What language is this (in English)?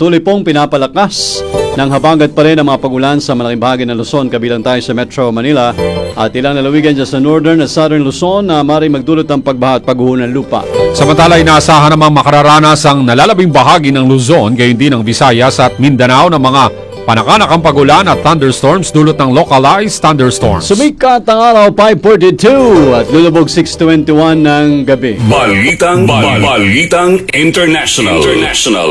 Filipino